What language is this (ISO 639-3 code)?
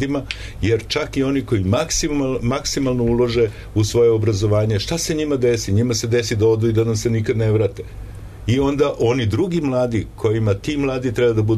srp